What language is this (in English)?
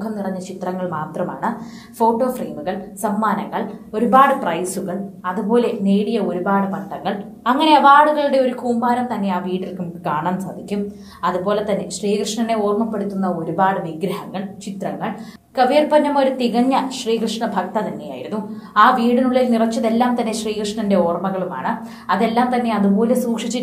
Malayalam